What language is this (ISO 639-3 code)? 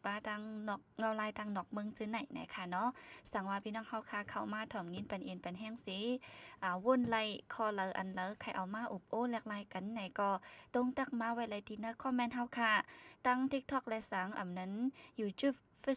shn